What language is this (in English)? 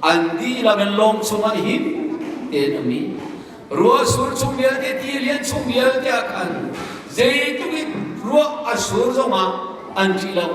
Hakha Chin